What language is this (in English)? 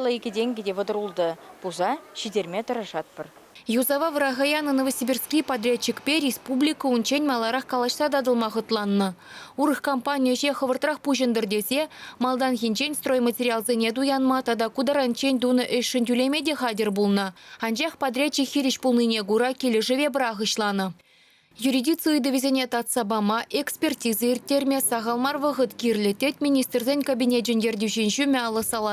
Chuvash